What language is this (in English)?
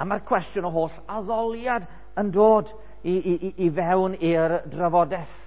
Welsh